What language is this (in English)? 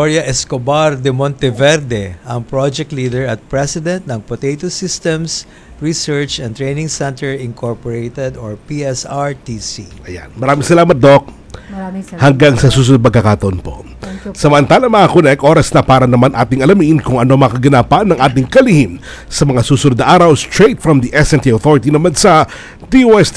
Filipino